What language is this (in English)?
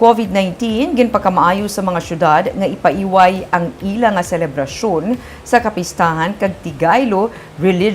Hiligaynon